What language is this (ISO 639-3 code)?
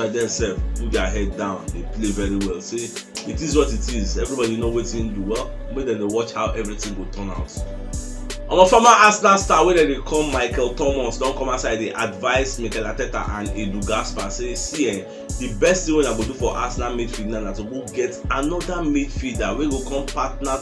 pcm